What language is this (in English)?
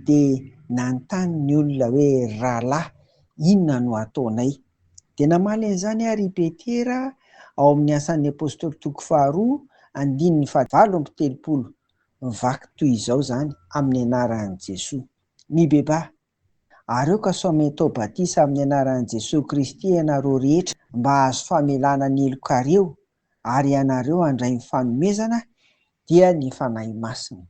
Malagasy